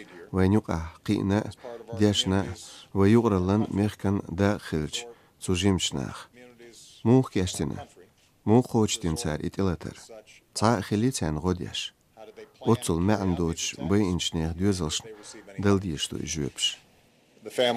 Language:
Lithuanian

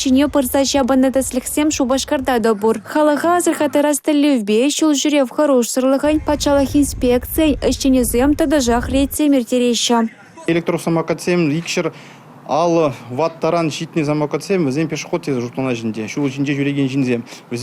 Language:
Chuvash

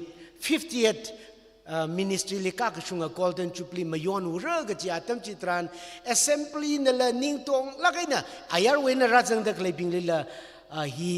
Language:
Tangkhul Naga (India)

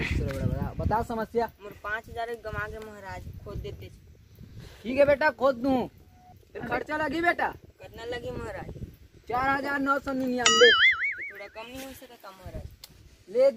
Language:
Chhattisgarhi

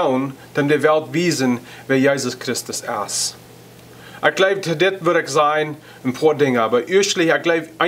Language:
Plautdietsch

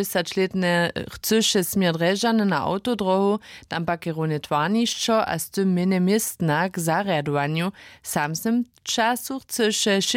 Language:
Upper Sorbian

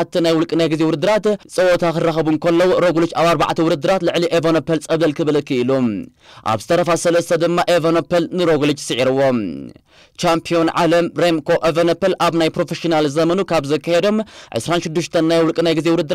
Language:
Tigrinya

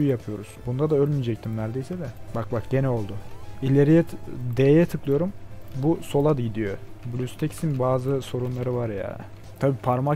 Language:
Turkish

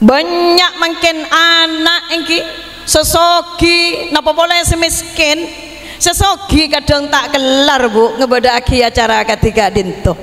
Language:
Madurese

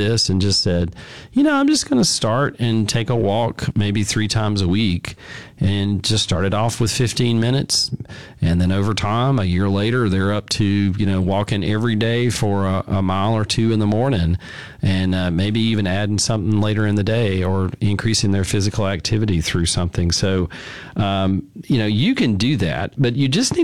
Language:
English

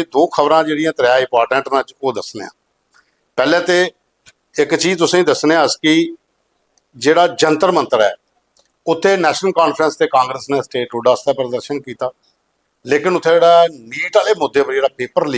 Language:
Dogri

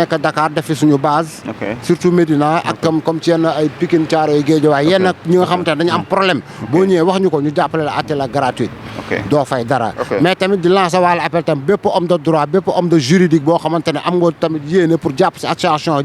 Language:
Wolof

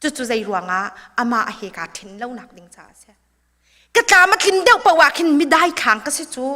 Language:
Hakha Chin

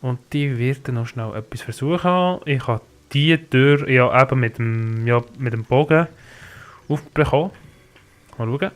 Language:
Swiss German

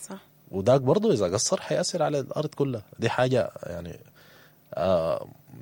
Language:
Sudanese Arabic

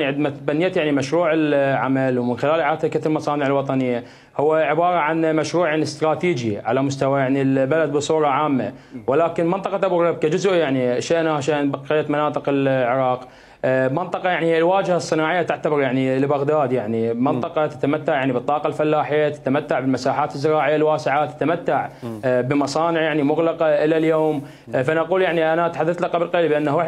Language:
Mesopotamian Arabic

